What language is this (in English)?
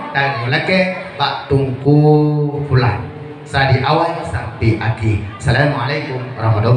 Achinese